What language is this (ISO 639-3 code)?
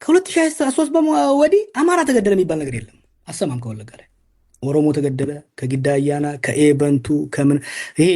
amh